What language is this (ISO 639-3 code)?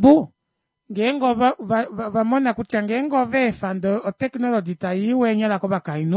kua